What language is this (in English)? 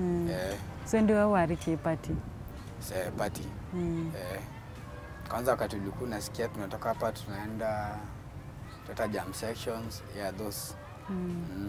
Meru